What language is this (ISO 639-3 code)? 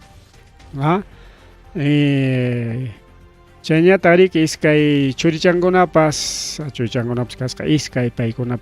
quy